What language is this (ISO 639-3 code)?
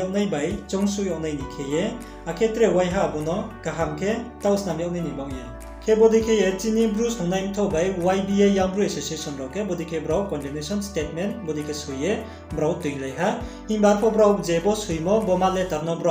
ria